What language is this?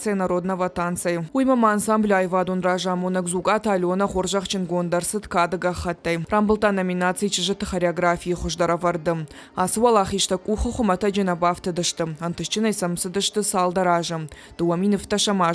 Ossetic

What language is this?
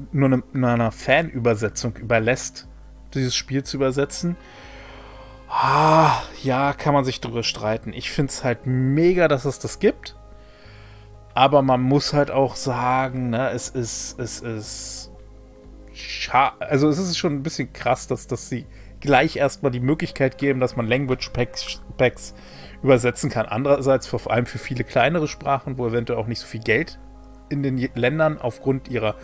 German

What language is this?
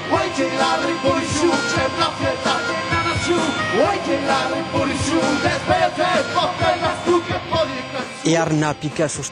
Occitan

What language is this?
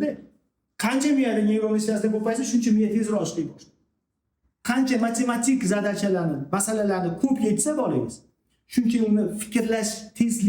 Uzbek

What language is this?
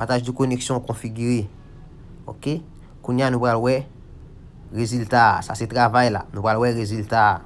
Haitian Creole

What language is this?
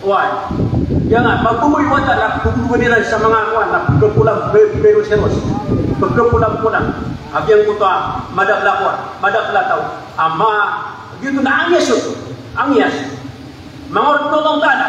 Maranao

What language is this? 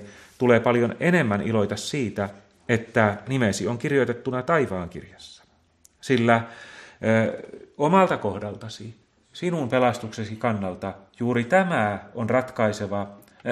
Finnish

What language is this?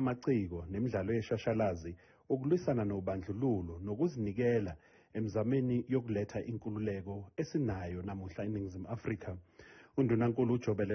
Zulu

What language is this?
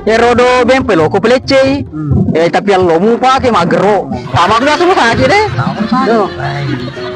Buginese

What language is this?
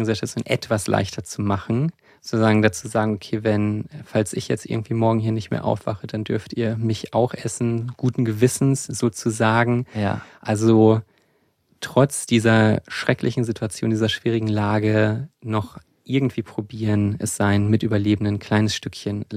German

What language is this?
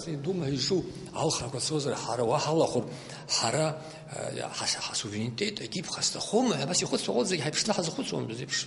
Abkhazian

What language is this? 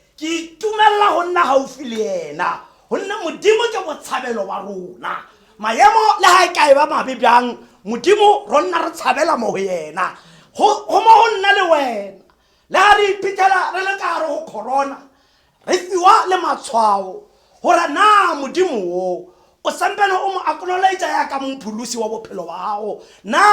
Tswana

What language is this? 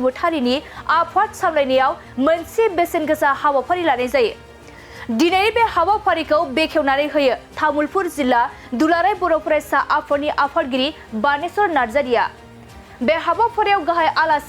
Bodo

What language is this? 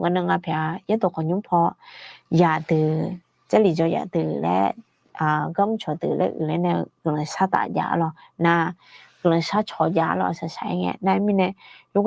Akha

